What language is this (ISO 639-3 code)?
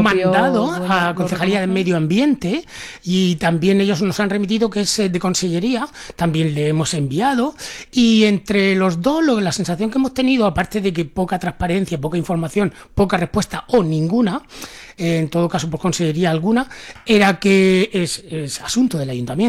spa